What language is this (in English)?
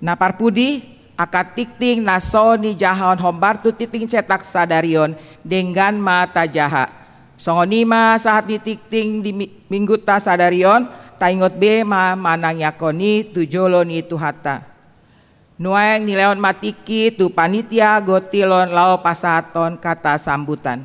Batak Toba